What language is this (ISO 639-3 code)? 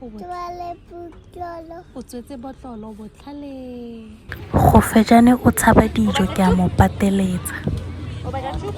tsn